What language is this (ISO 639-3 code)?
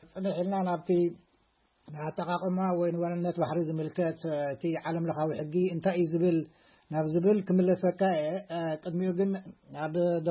tir